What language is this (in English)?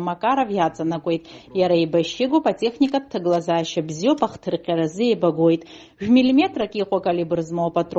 Abkhazian